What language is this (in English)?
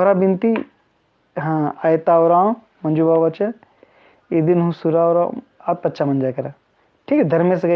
Kurukh